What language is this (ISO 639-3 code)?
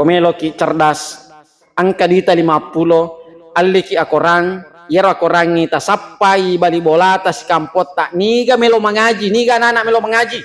bug